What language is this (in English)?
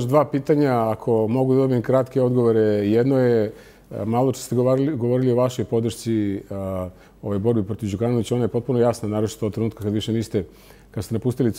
Serbian